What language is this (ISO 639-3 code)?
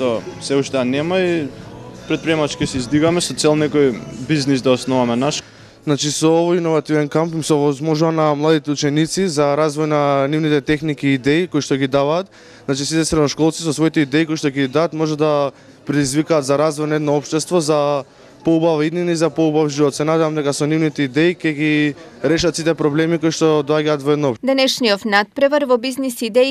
mkd